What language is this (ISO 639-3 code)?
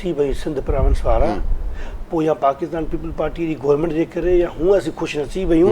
snd